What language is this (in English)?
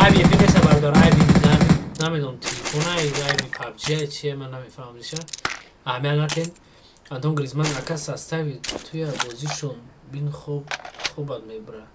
Tajik